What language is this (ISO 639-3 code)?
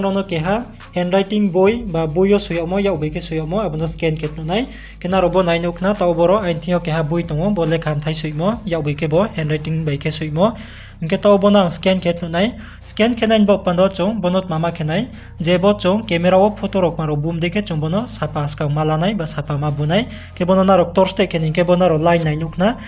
ria